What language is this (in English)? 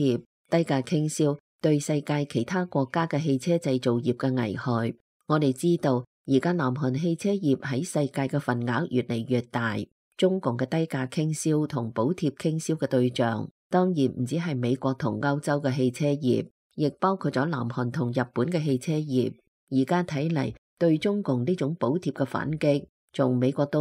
Cantonese